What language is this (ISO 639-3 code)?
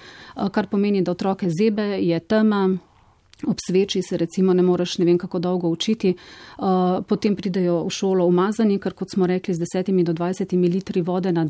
slv